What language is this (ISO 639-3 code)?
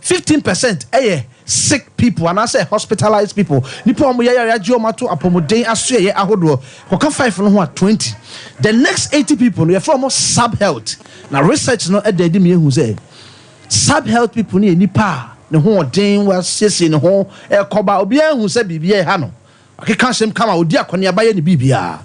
aka